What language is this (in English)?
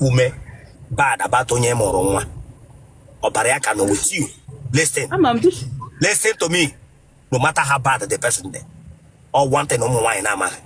Igbo